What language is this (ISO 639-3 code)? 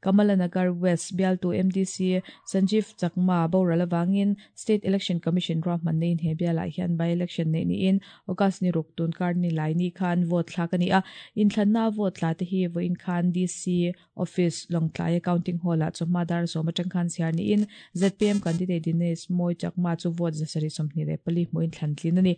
lus